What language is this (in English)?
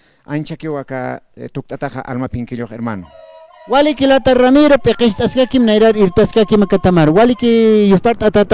Aymara